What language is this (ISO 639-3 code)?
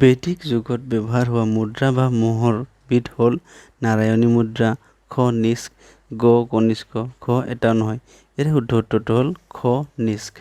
asm